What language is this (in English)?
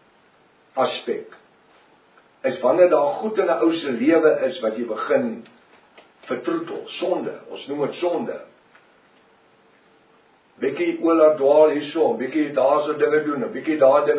Afrikaans